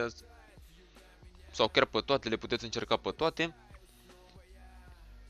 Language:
Romanian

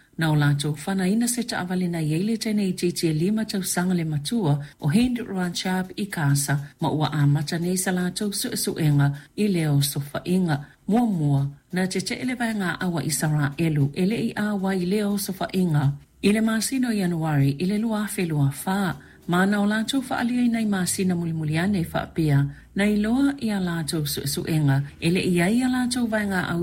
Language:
Samoan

